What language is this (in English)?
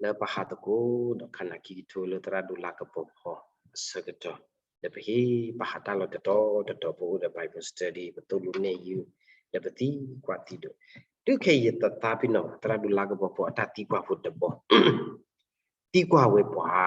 S'gaw Karen